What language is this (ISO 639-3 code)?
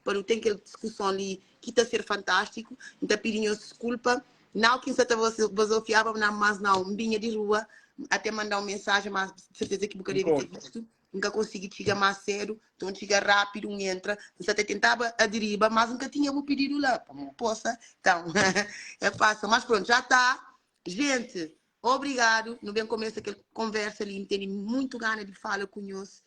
kea